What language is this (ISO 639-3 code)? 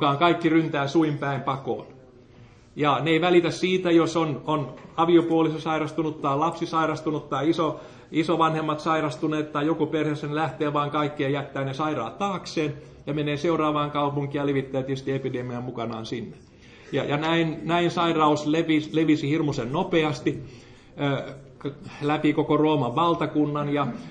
fin